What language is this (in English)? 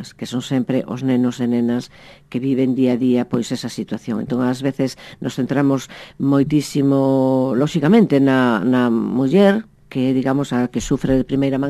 Galician